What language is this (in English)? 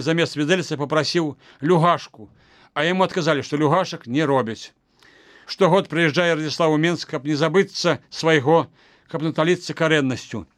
Belarusian